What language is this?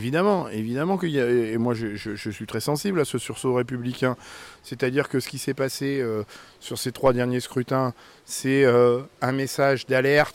French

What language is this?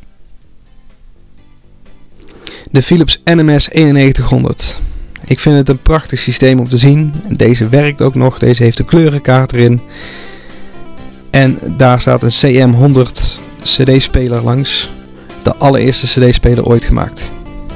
Dutch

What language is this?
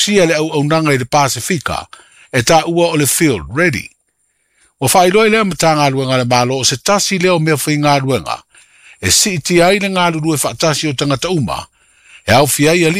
Samoan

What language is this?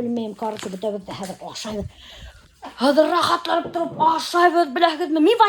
Bashkir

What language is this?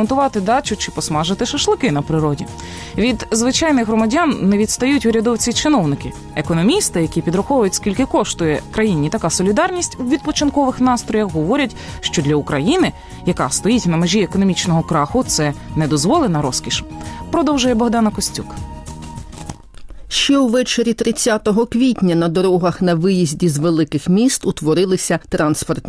Ukrainian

